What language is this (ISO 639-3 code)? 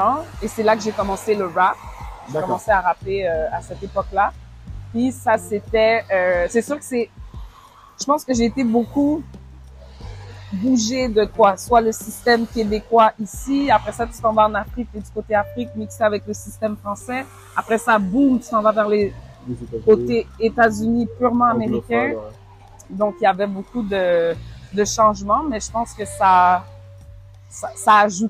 fra